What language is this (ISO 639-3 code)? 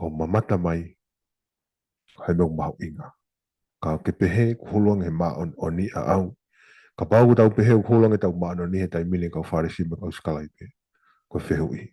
ton